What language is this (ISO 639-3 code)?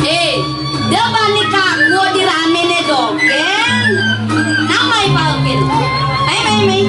ban